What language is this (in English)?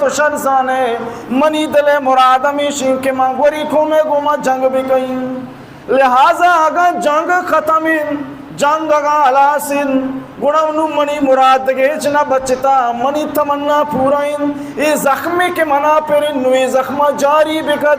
Baluchi